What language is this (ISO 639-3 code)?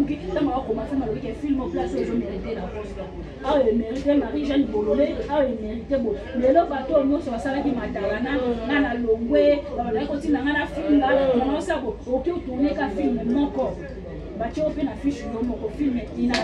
lin